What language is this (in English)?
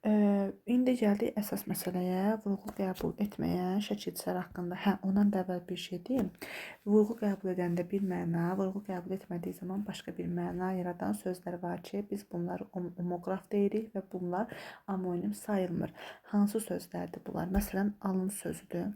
Azerbaijani